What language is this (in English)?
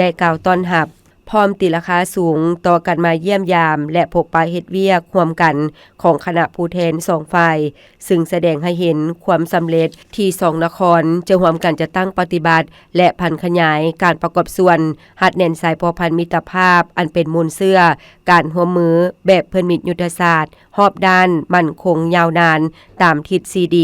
Lao